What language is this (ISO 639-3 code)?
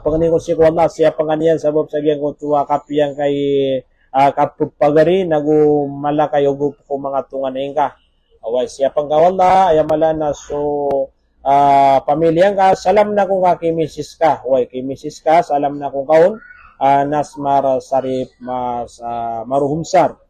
mrw